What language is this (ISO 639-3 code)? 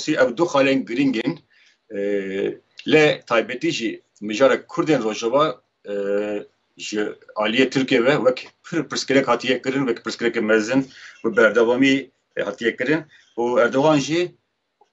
kur